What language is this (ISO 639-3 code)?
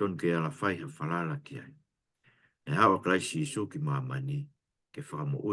ton